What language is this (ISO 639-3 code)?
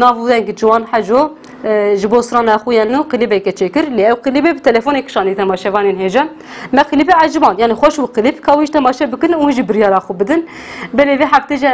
kur